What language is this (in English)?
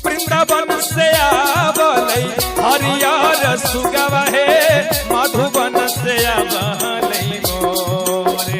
Magahi